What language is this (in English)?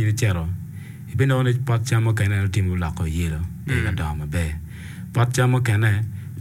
Acoli